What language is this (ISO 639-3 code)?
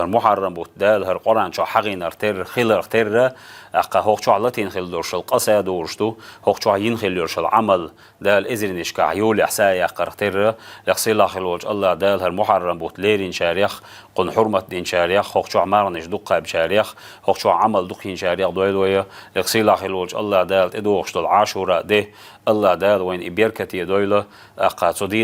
che